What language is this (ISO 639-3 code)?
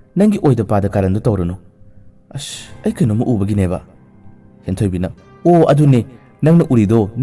mni